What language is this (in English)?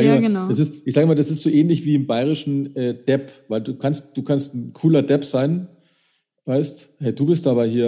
German